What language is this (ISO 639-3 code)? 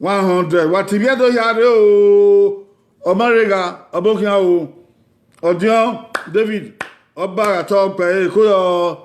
bin